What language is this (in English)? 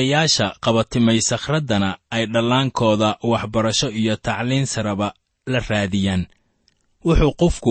Somali